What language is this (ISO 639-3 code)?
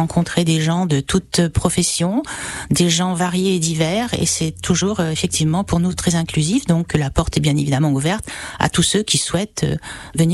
fra